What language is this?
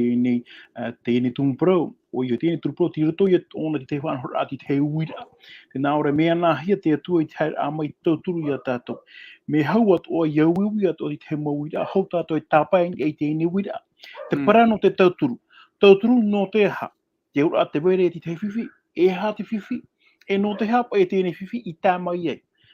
Tahitian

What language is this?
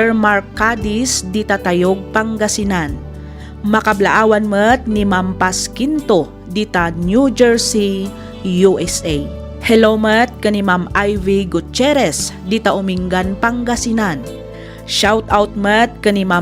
Iloko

